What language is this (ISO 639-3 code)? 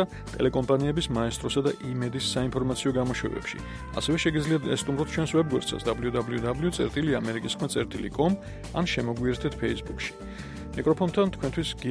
kat